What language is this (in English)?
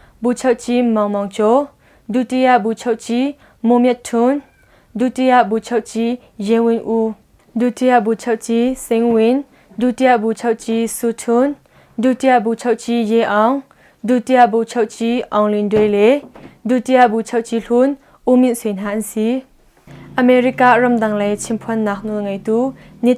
Hakha Chin